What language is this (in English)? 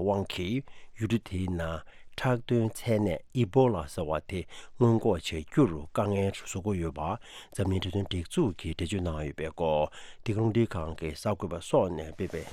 Tibetan